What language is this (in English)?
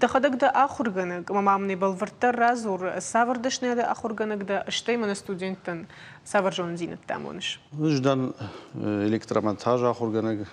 Ossetic